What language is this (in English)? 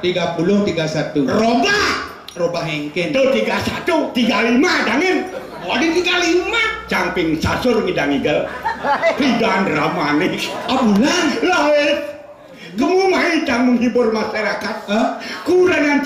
Balinese